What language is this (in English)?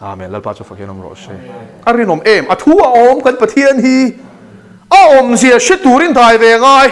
Mizo